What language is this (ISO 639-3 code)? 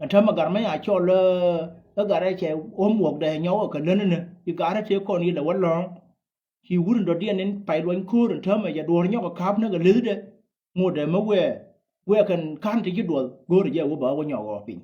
nus